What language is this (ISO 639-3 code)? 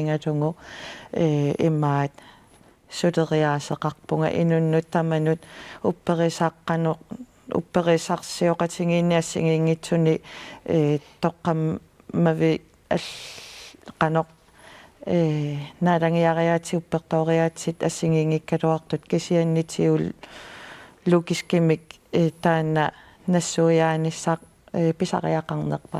kal